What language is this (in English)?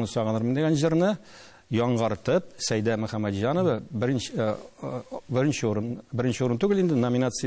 Tatar